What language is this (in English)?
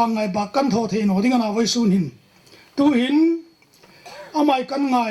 Hmar